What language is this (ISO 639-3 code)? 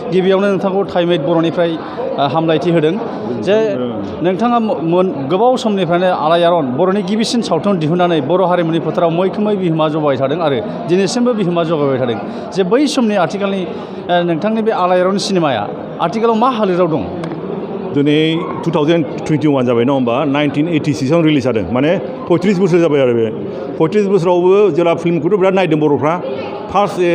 brx